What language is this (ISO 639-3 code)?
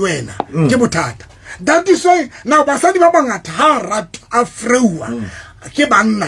sot